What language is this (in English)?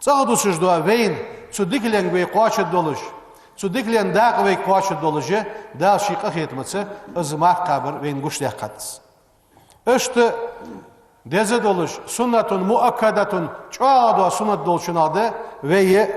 Ingush